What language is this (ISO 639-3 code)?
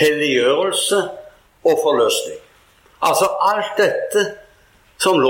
nor